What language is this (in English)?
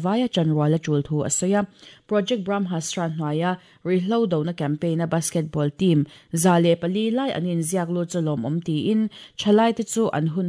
Mizo